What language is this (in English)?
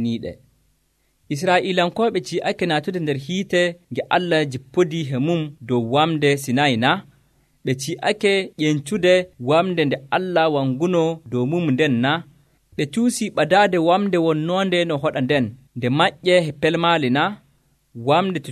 Nigerian Fulfulde